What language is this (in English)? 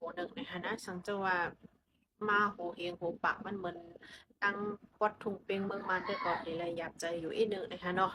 Shan